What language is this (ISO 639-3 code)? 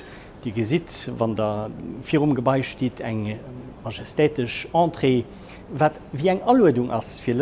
ltz